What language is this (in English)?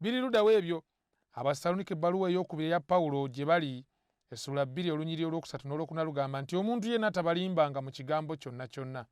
Ganda